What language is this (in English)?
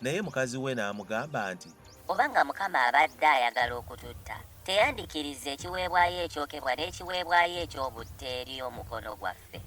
Ganda